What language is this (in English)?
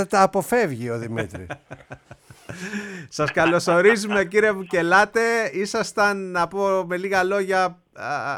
Greek